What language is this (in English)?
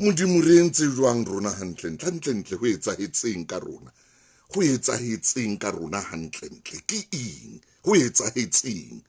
Southern Sotho